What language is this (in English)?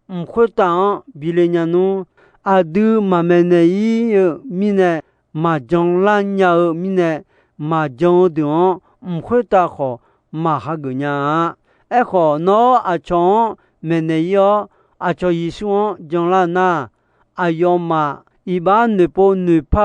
Akha